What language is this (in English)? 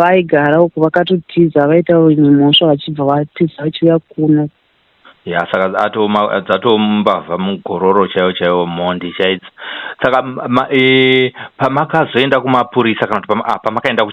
Shona